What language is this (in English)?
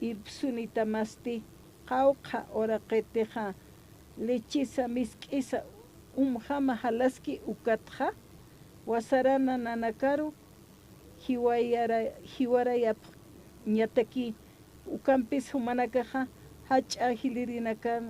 Aymara